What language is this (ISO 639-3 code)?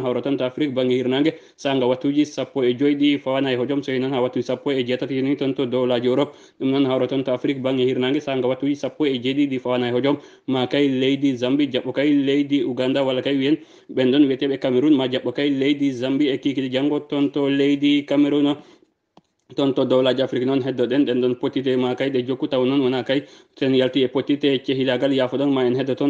ful